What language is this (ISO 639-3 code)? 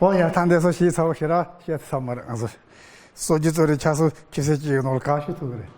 bod